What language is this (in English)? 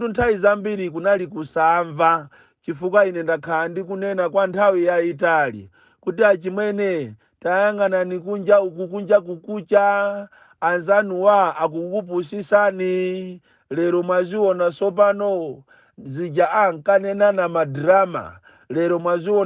Nyanja